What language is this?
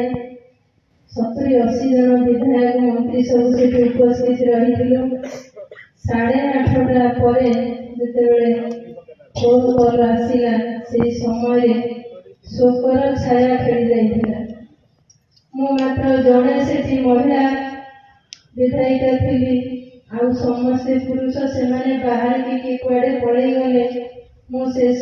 Odia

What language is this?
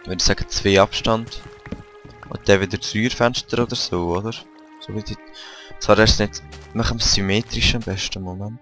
Swiss German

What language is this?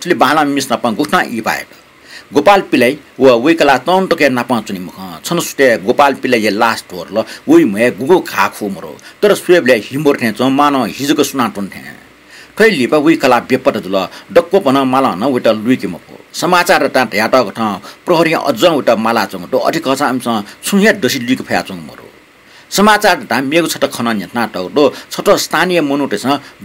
Newari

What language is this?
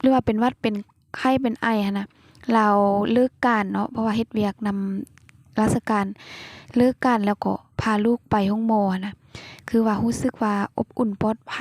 Lao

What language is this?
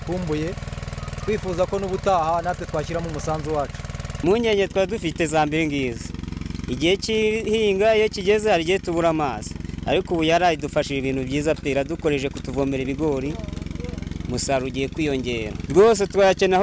Kinyarwanda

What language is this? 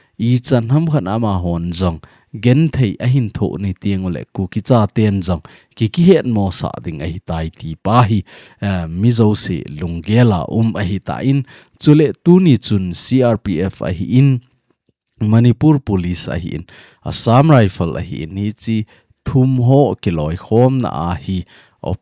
Thado Chin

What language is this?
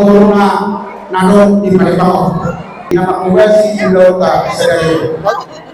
Batak Toba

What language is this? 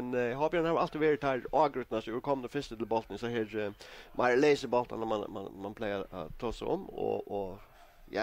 Faroese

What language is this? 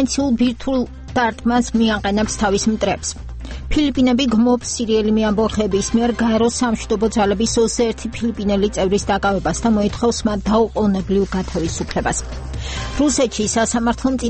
Georgian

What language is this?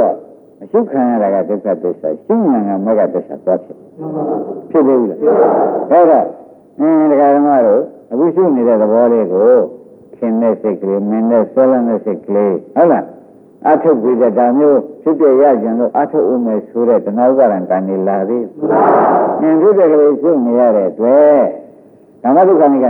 Burmese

